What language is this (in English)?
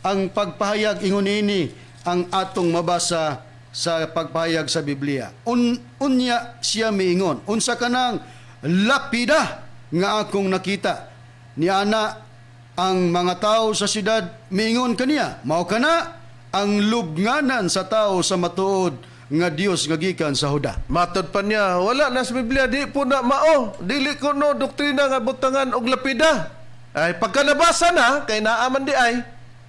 Cebuano